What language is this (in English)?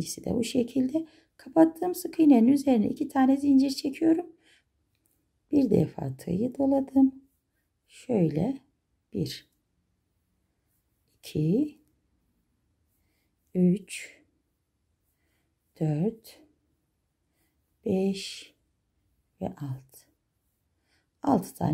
Turkish